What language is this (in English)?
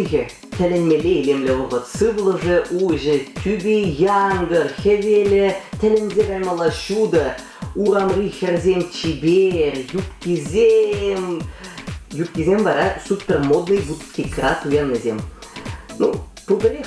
Chuvash